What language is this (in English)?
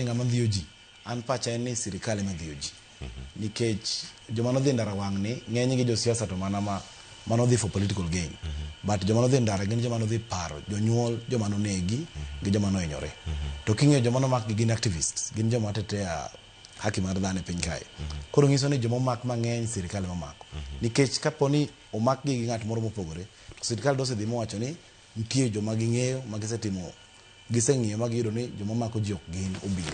Luo (Kenya and Tanzania)